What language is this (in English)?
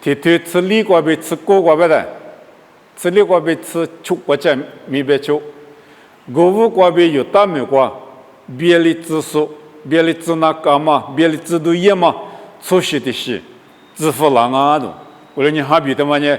Lisu